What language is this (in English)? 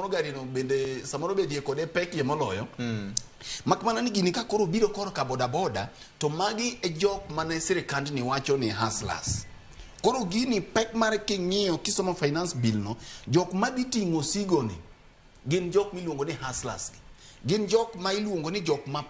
Luo (Kenya and Tanzania)